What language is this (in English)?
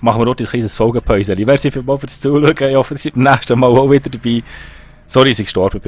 Swiss German